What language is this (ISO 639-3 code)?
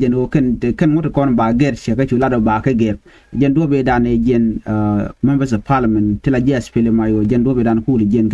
nus